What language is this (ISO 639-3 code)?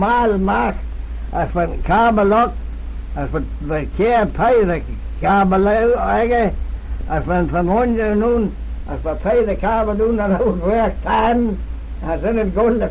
glv